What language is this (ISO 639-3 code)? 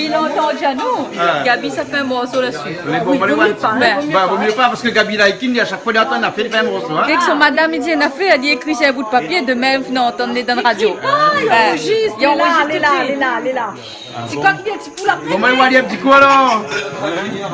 rcf